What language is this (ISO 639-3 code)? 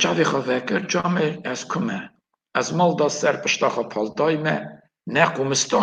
kur